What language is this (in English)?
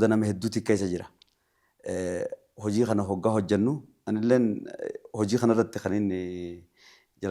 Oromo